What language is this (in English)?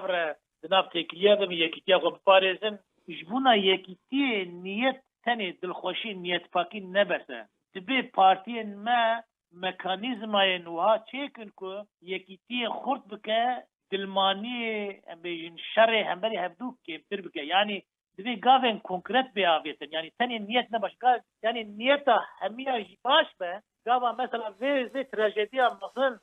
Kurdish